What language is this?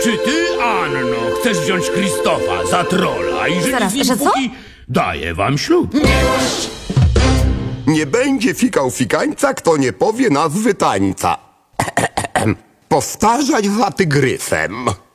Polish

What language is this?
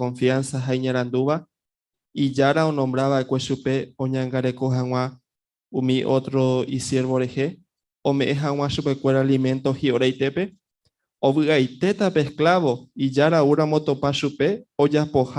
Guarani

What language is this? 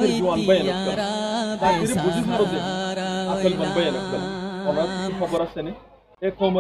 Rohingya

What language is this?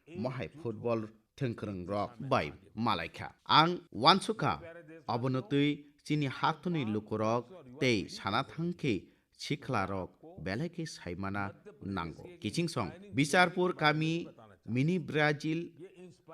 Kok Borok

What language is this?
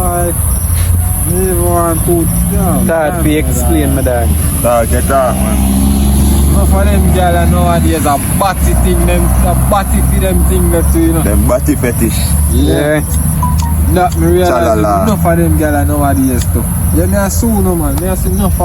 Jamaican Creole English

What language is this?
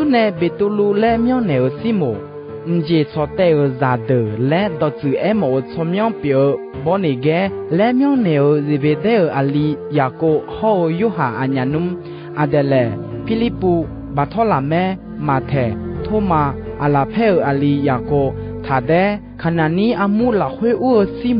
Akha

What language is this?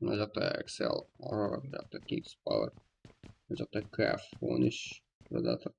Kara-Kalpak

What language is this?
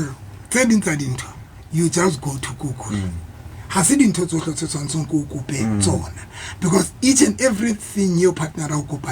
Southern Sotho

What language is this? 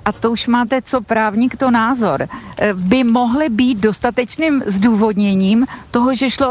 Czech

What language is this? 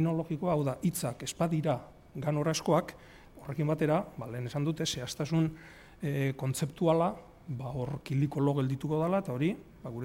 Basque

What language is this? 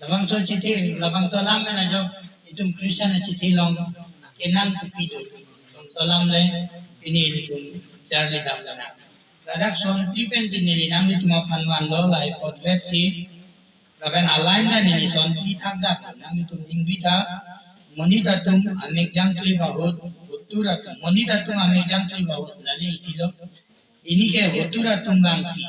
Karbi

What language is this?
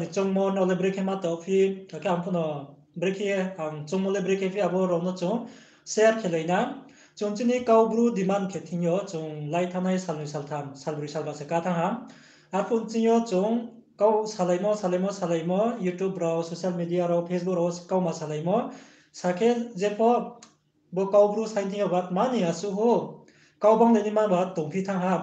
Riang (India)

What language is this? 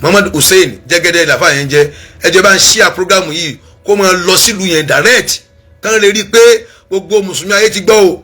Yoruba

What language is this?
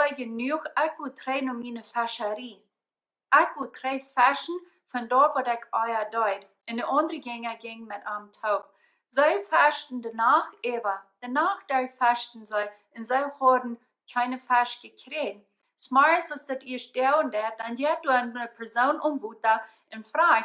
Plautdietsch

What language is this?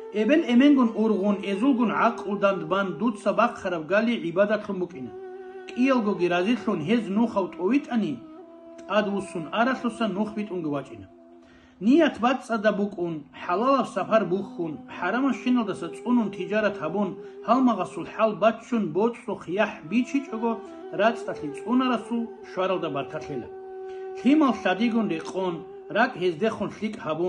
Avaric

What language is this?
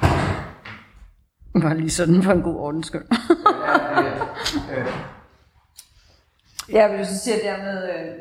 Danish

